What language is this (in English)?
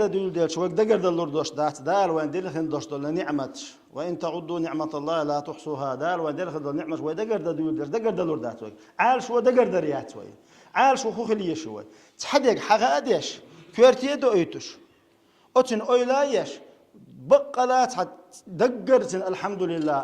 Chechen